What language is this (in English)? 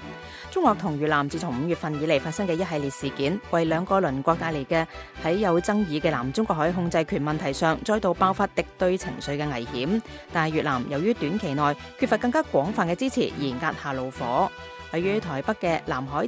Cantonese